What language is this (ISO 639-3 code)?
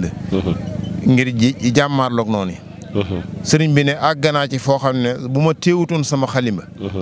wol